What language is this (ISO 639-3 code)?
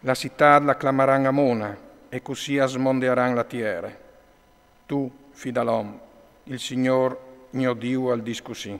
fur